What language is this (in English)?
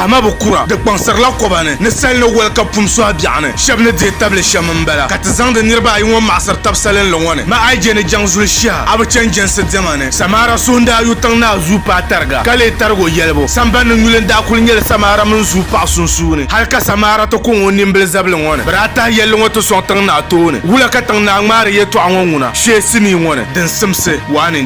Dagbani